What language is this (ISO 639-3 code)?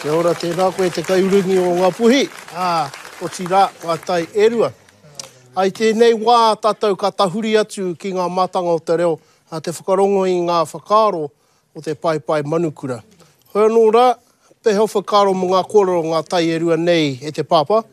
mri